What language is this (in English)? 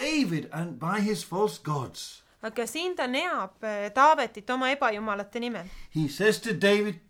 Estonian